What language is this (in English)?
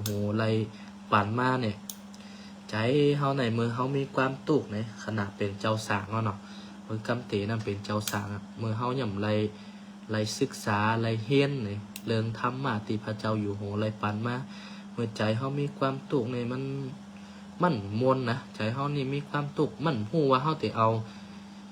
Shan